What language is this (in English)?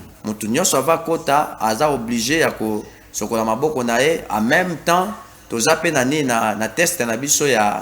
Lingala